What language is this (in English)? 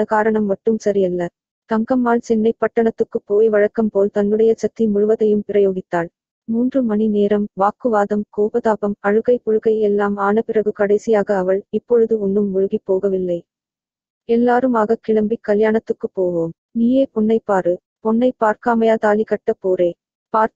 Tamil